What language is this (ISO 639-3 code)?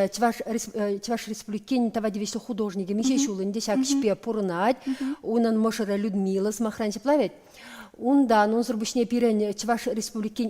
chv